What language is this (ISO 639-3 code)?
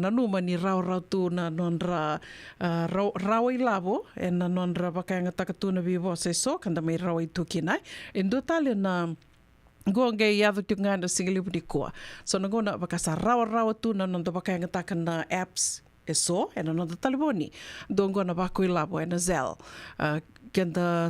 fij